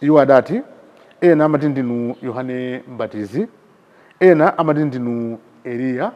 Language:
Nyanja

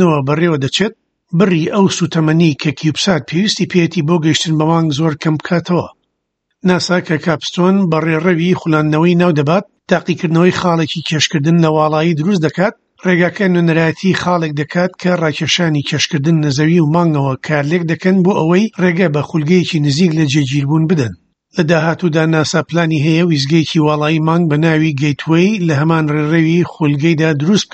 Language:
Central Kurdish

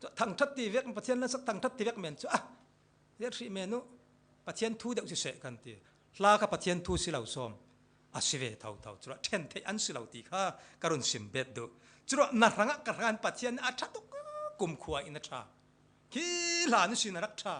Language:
Falam Chin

